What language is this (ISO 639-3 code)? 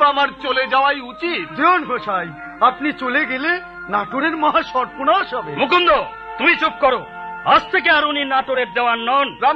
ben